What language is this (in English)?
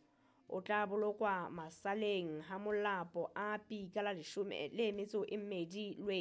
Southern Sotho